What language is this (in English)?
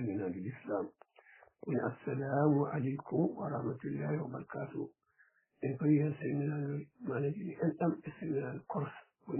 Fula